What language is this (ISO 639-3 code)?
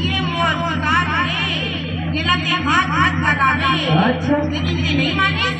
hne